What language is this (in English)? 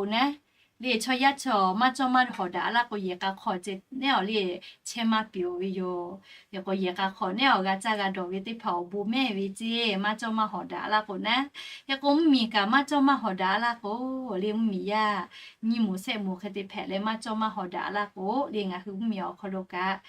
Lahu